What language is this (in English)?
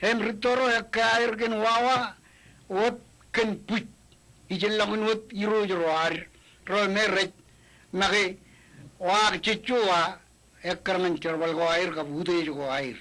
Marshallese